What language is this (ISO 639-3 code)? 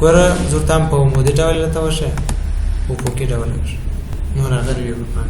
pus